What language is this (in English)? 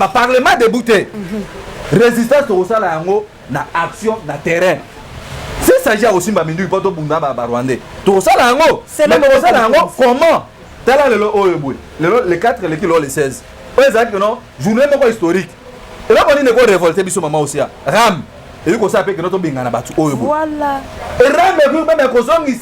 Lingala